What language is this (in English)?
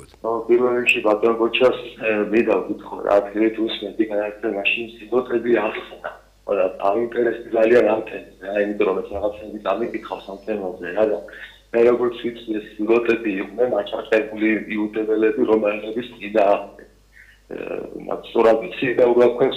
Georgian